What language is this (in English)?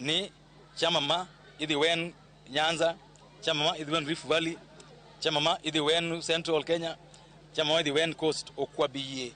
Luo (Kenya and Tanzania)